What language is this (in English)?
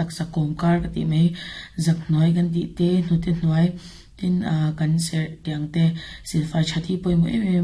Mizo